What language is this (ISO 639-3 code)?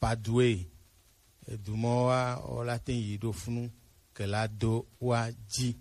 gej